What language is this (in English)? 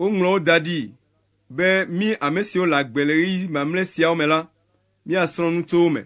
Ewe